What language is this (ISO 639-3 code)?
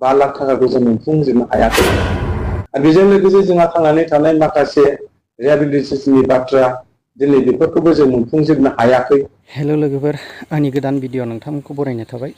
brx